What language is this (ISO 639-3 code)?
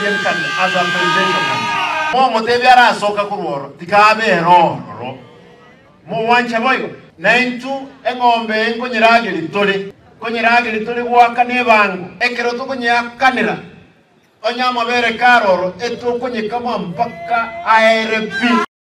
guz